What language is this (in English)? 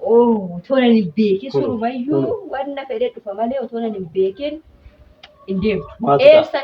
Oromo